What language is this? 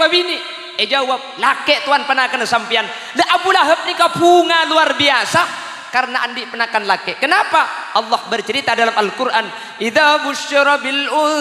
Madurese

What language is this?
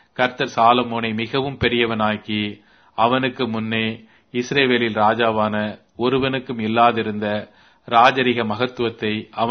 Tamil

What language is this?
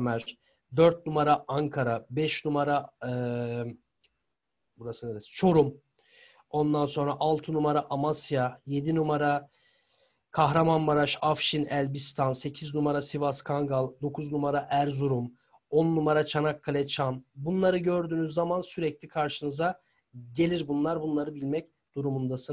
Turkish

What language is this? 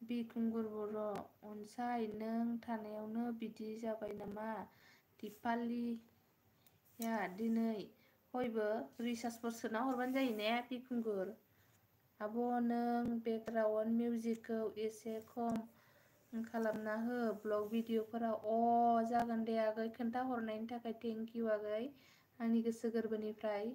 Bodo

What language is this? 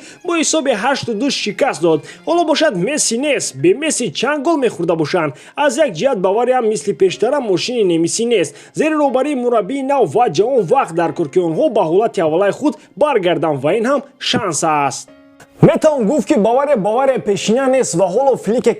Tajik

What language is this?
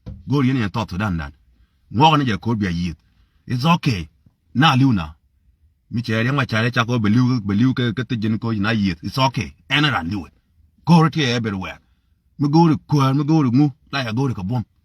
Nuer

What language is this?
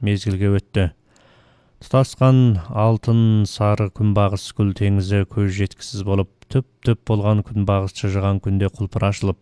Kazakh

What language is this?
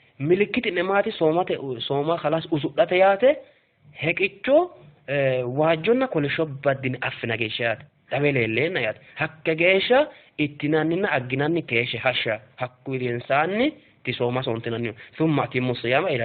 Sidamo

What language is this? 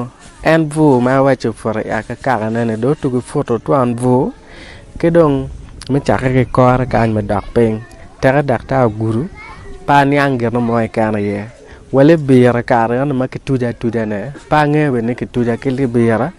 Acoli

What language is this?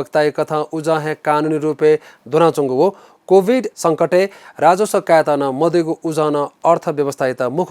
Newari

